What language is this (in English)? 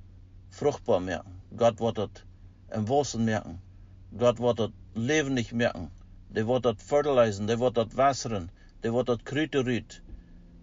Plautdietsch